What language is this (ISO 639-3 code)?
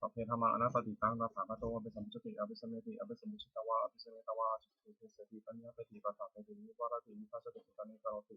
pli